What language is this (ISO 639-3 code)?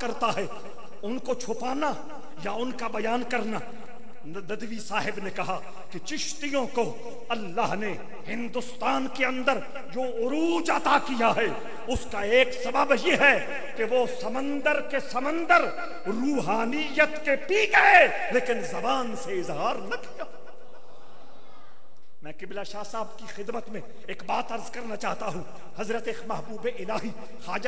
urd